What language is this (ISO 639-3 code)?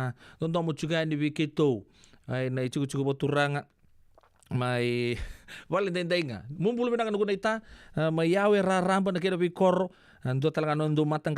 fij